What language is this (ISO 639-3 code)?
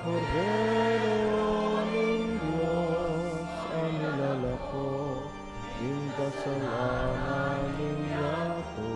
pam